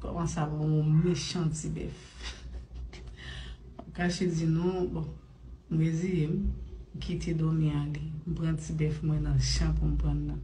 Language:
Haitian Creole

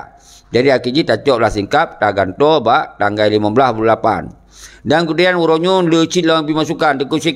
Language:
Achinese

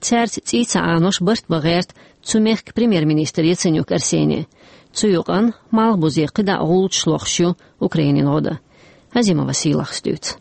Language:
Chechen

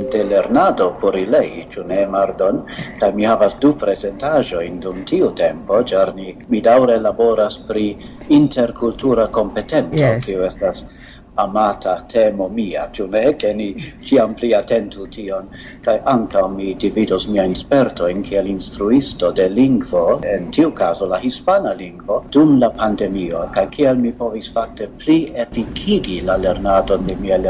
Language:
Esperanto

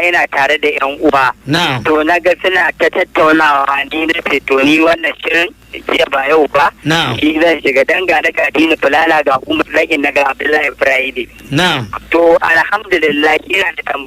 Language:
Hausa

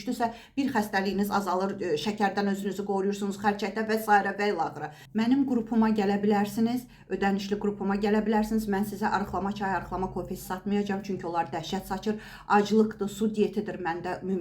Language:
Azerbaijani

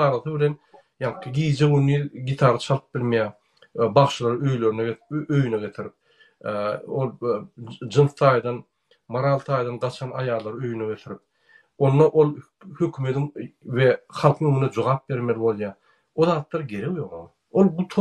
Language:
Turkmen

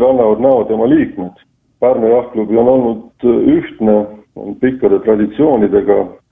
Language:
Estonian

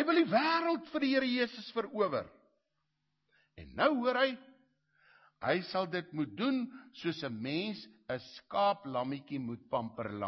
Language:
Afrikaans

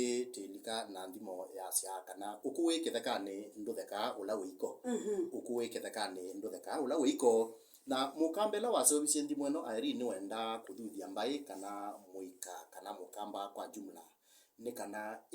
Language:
Kamba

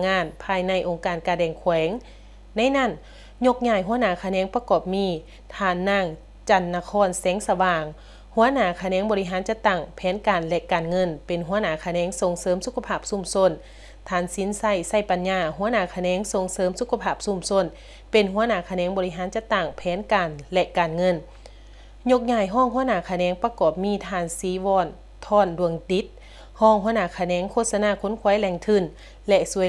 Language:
Lao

